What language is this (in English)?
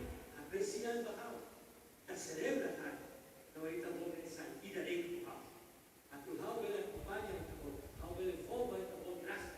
Tetum